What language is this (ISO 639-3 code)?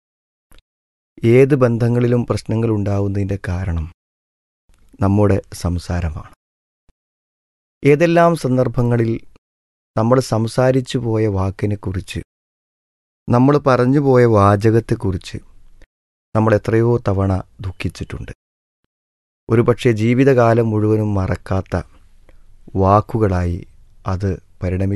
mal